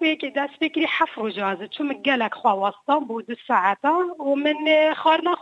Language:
Kurdish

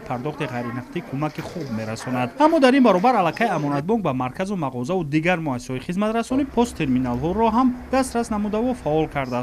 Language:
Tajik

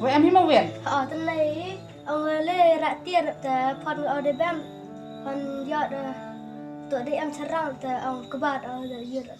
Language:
Khasi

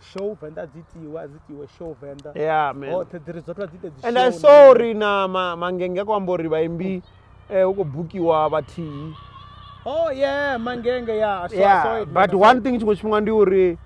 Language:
Venda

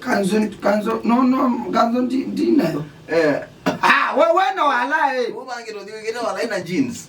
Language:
Kamba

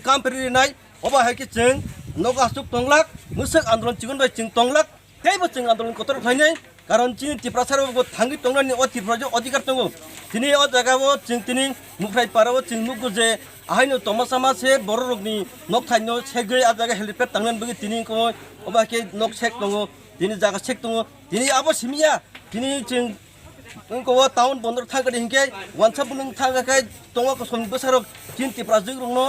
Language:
Kok Borok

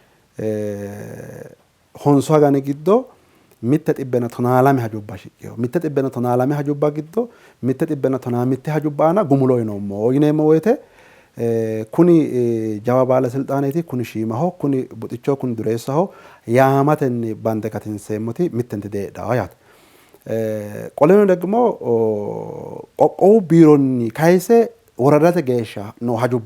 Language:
Sidamo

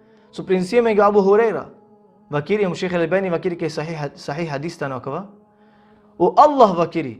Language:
Balkan Romani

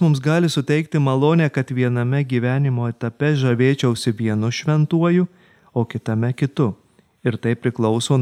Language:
Lithuanian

